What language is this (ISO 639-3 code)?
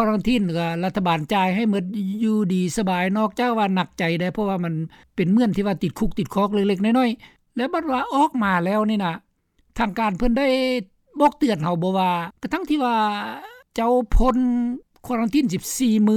lao